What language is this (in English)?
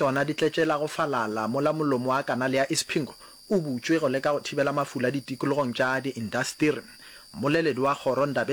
Northern Sotho